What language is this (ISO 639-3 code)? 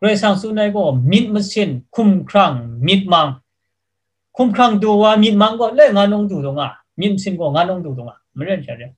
kac